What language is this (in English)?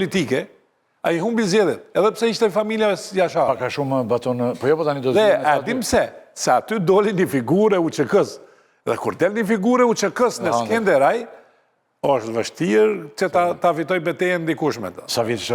Albanian